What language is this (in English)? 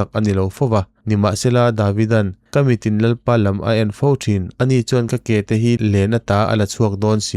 Mizo